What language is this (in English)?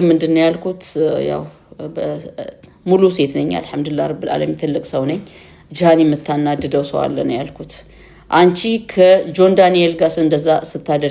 Amharic